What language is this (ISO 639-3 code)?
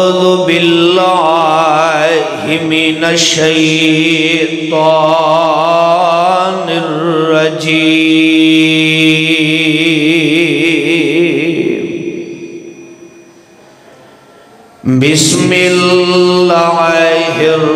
urd